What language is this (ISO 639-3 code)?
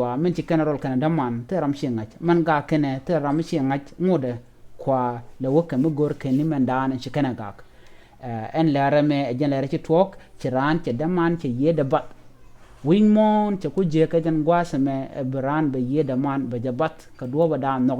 nus